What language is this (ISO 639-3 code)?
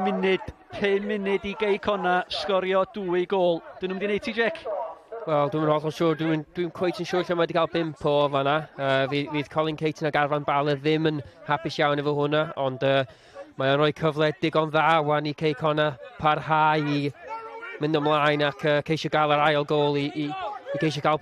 cym